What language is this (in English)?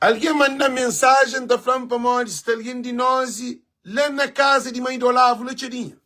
Kabuverdianu